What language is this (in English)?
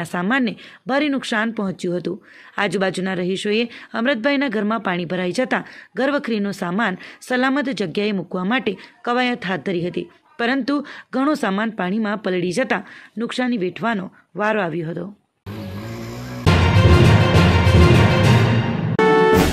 Gujarati